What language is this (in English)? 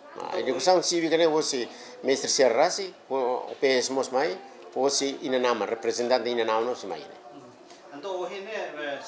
Tetum